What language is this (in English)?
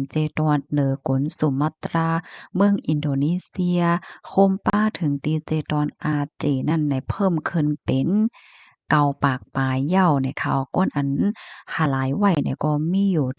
Shan